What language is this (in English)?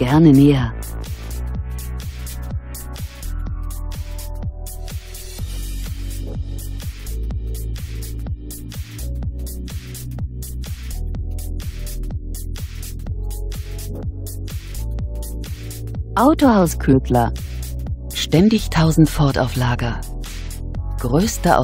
German